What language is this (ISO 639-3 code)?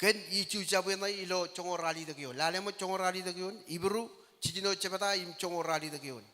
mah